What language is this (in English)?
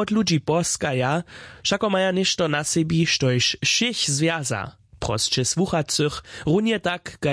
Upper Sorbian